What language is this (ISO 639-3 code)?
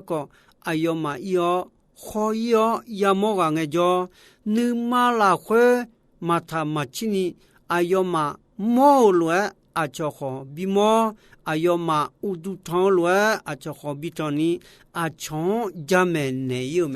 ahk